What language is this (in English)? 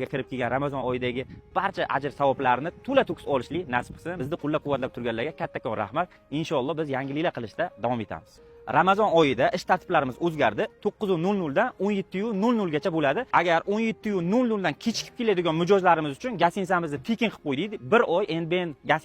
Uzbek